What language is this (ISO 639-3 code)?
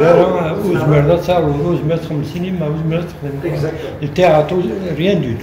kab